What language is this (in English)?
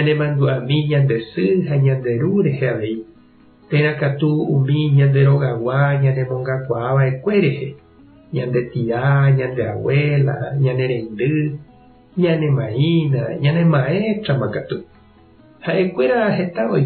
Guarani